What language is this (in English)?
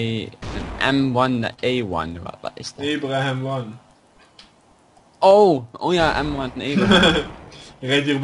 Dutch